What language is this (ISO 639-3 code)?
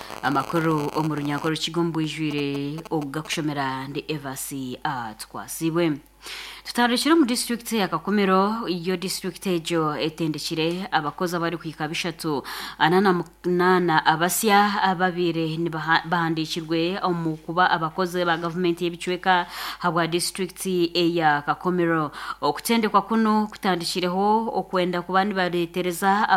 nyn